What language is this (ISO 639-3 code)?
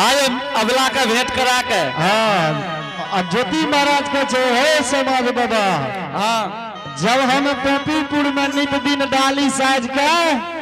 anp